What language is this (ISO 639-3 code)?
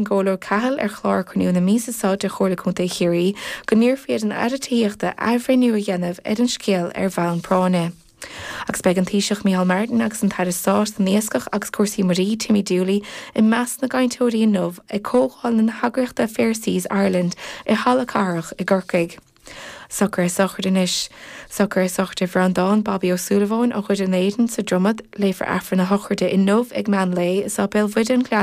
gle